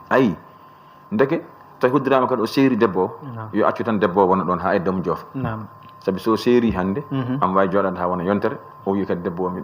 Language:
Fula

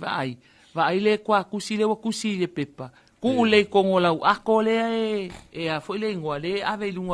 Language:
Samoan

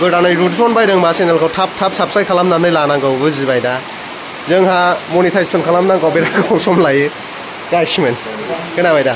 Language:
Bodo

